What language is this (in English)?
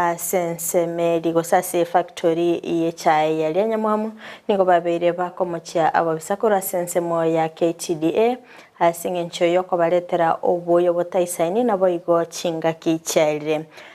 Gusii